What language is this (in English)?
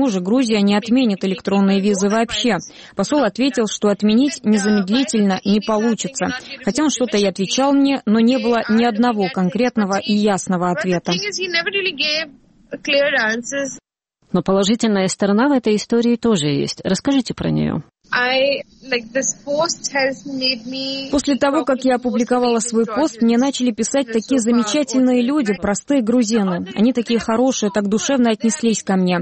Russian